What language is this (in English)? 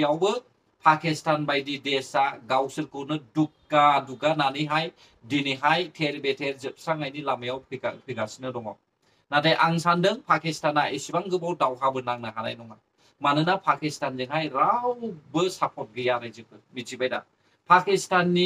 Bodo